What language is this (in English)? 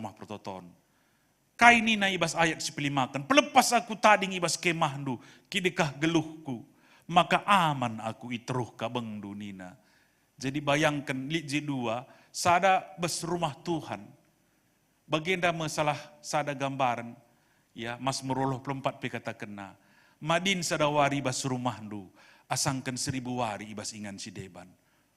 Batak Karo